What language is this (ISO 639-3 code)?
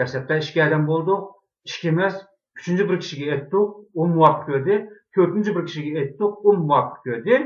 uig